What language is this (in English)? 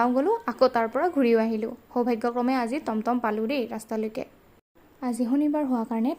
Assamese